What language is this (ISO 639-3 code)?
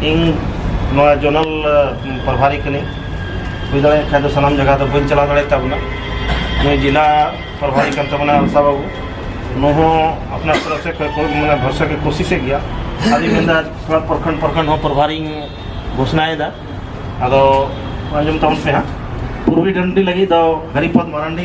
sat